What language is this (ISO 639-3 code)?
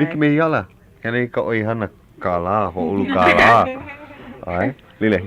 haw